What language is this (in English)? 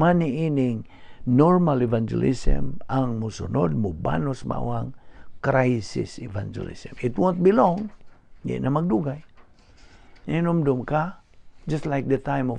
Cebuano